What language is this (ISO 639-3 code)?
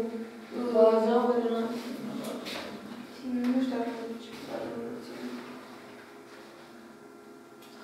ron